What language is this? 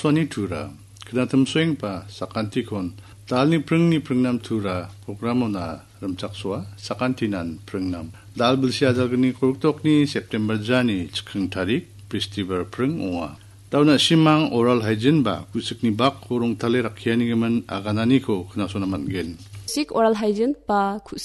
Garo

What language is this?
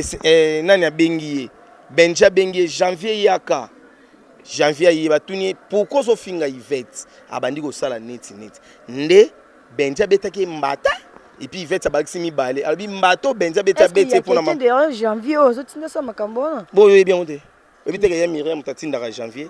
Lingala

